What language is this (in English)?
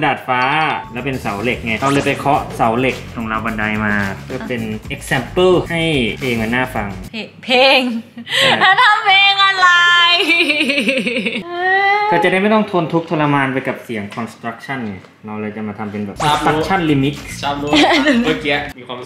Thai